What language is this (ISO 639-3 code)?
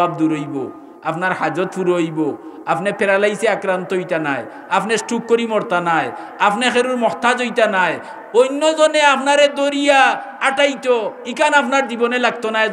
syl